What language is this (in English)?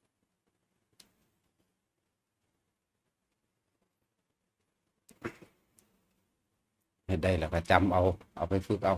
Northeastern Thai